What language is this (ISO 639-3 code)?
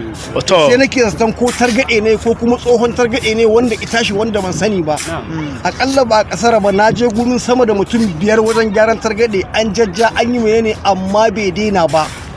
hau